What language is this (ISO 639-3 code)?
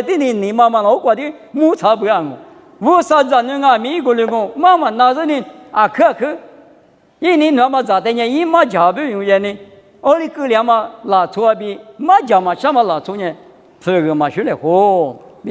lis